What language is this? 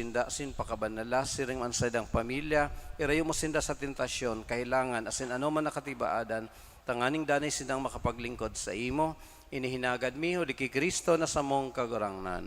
Bikol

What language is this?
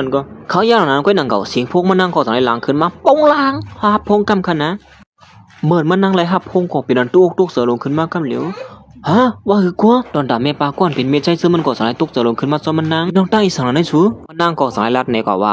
Shan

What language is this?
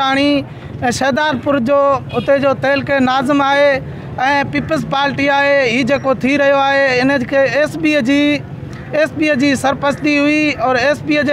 Sindhi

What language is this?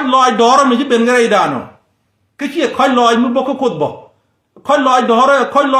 Nuer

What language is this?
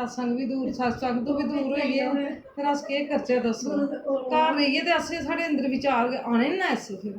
Dogri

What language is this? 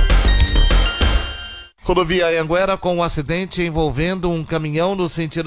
Portuguese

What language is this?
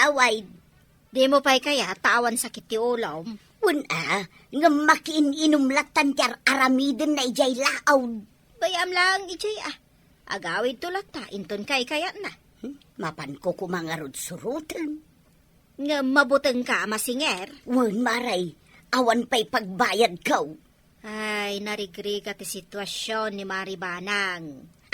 Iloko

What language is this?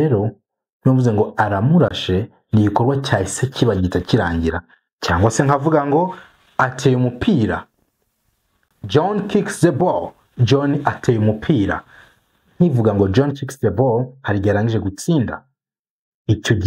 Kinyarwanda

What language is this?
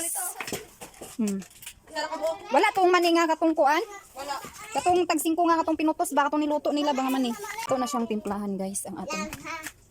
Cebuano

